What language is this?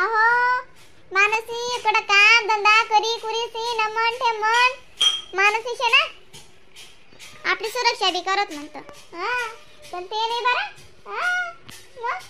Khandesi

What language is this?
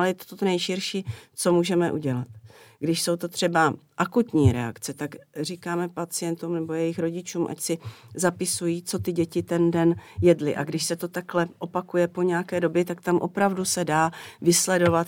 Czech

